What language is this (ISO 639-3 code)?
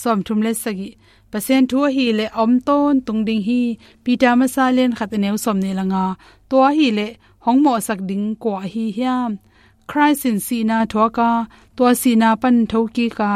ctd